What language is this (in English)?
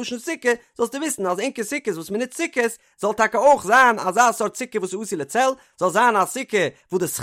Yiddish